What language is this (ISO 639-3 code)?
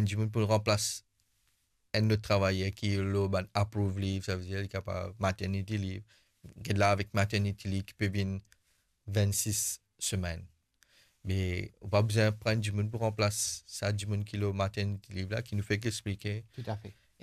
mfe